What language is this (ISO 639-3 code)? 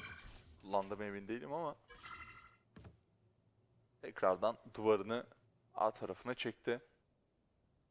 tur